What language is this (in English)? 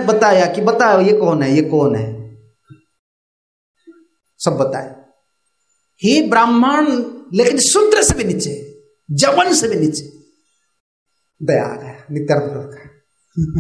Hindi